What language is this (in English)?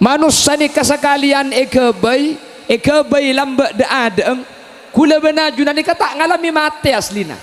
Madurese